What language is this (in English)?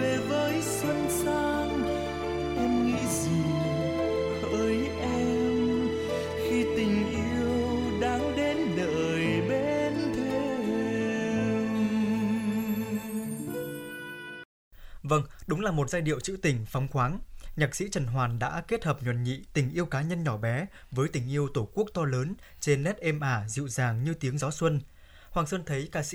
Vietnamese